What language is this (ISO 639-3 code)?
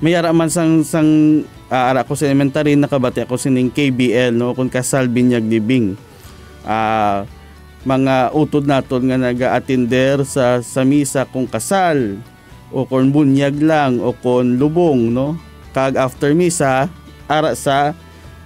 hil